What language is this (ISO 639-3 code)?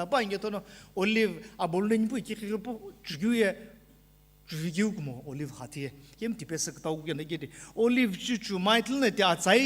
nsm